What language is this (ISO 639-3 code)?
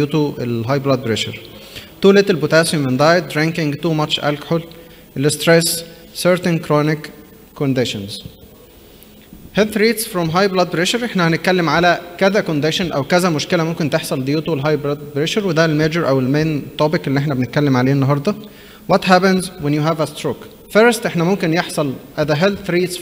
arz